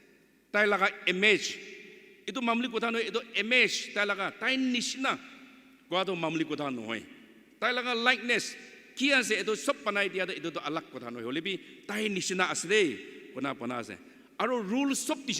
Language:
Naga Pidgin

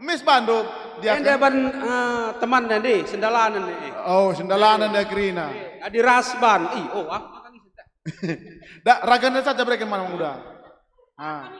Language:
Batak Karo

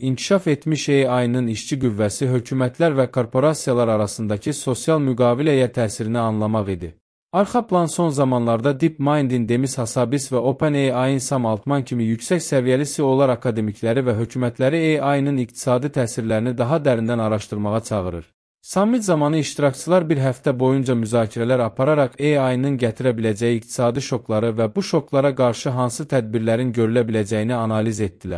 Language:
Azerbaijani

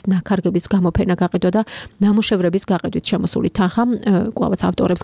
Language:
Georgian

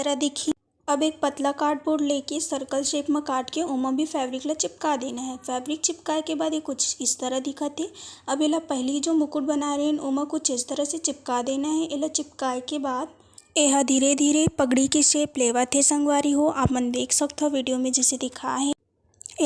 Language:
Chhattisgarhi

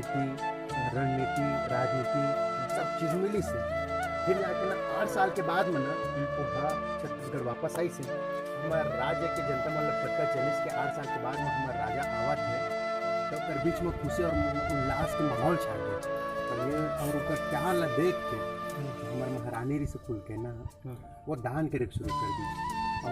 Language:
Chhattisgarhi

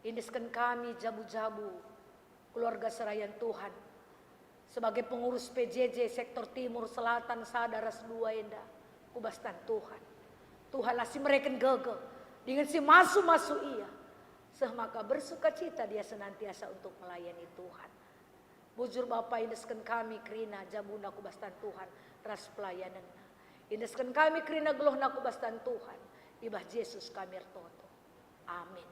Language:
Batak Karo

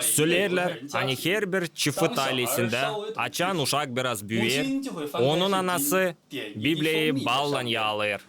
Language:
Gagauz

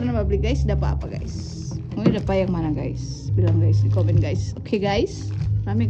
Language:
Manado Malay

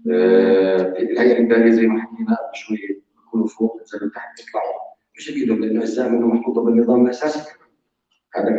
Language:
North Levantine Arabic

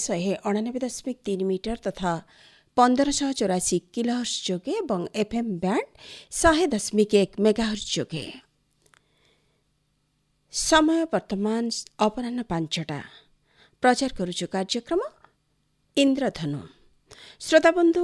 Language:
Odia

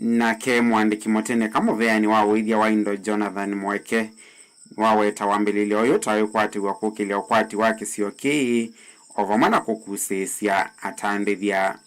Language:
Kamba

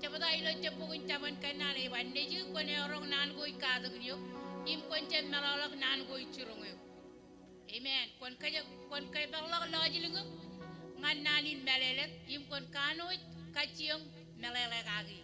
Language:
Marshallese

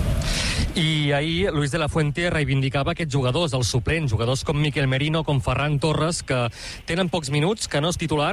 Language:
Catalan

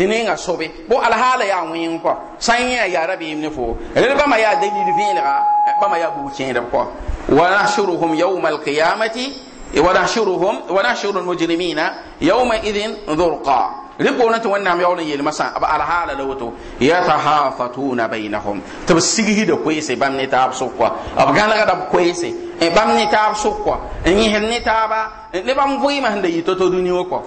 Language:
Mossi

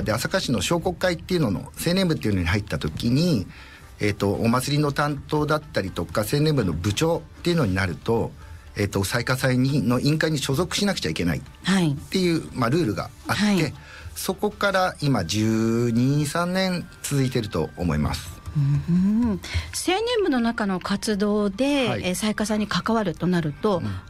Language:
Japanese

